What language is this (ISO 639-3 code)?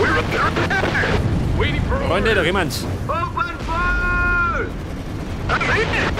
bar